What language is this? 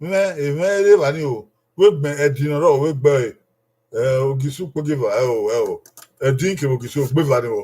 Bini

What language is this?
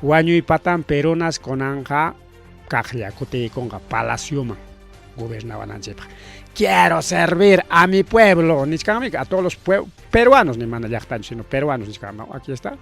Ayacucho Quechua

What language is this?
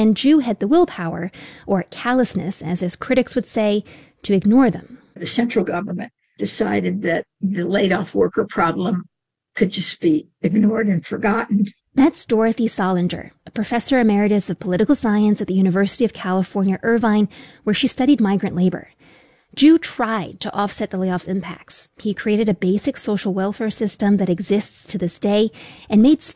English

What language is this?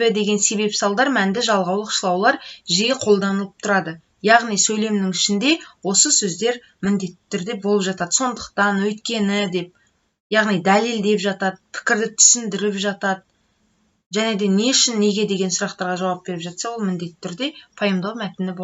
Kazakh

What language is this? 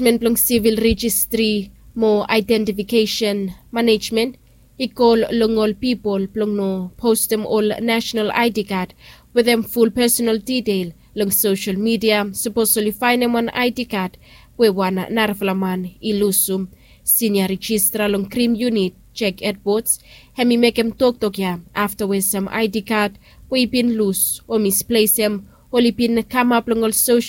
Bislama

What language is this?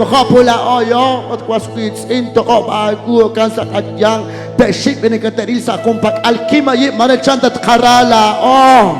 Kekchí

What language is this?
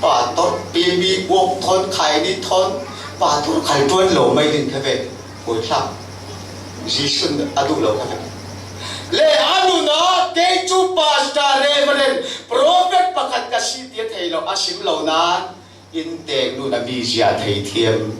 Falam Chin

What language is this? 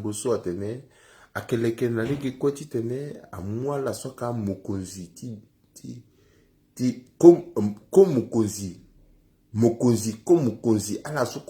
Sango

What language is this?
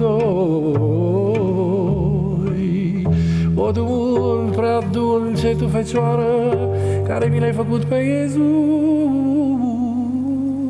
Romanian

